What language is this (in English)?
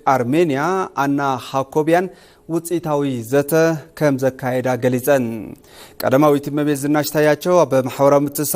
Tigrinya